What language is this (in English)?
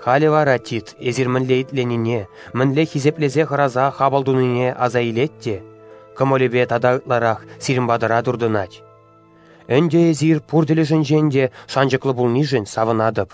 Chuvash